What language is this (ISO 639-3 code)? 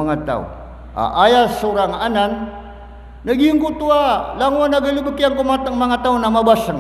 mrw